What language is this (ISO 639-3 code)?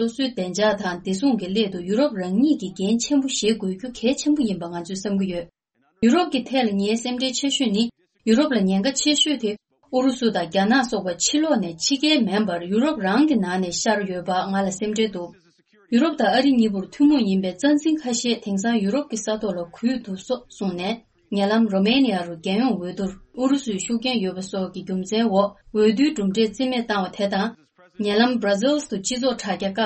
bod